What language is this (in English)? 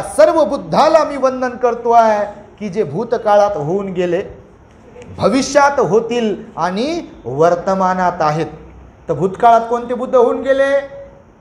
Marathi